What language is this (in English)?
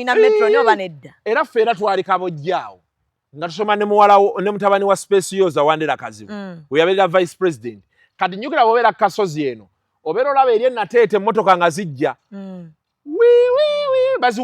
Ganda